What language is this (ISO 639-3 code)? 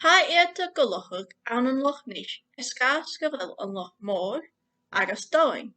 gla